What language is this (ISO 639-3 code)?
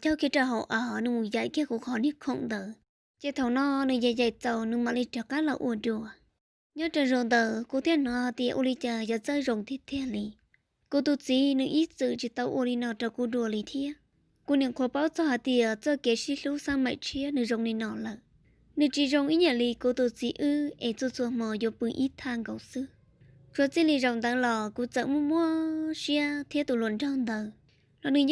hmn